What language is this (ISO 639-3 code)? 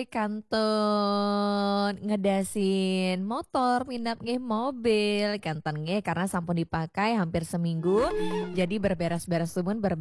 ban